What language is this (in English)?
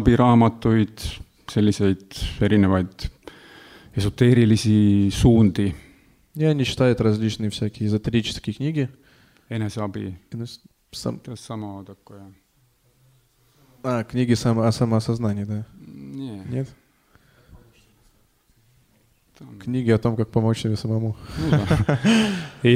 Estonian